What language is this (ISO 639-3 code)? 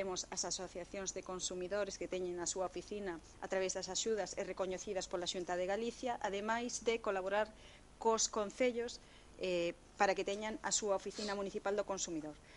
glg